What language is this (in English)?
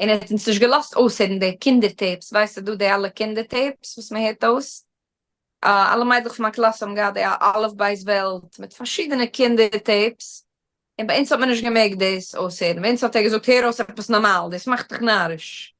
Yiddish